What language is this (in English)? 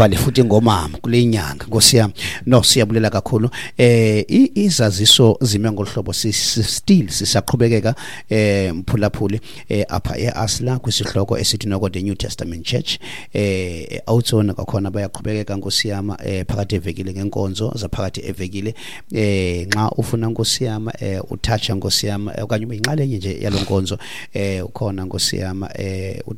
Xhosa